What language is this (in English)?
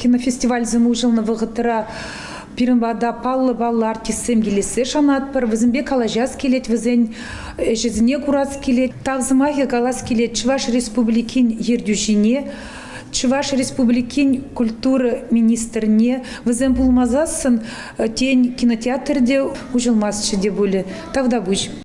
Chuvash